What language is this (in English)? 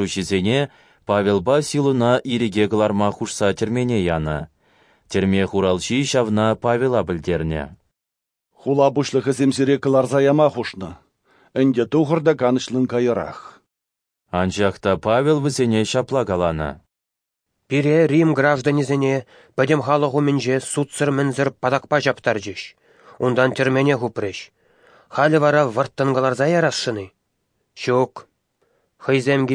Chuvash